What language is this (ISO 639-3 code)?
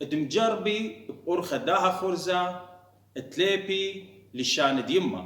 aii